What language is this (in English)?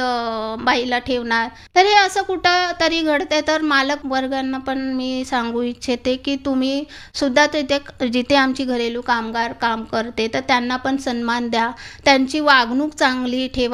Marathi